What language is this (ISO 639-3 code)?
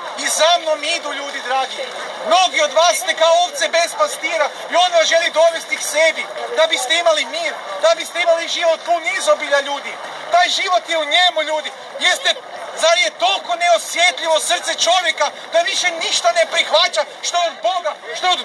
hrv